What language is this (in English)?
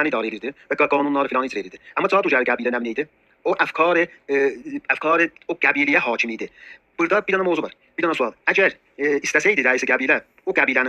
South Azerbaijani